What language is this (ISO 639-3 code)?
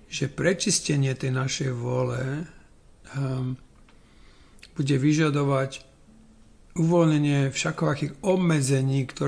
slk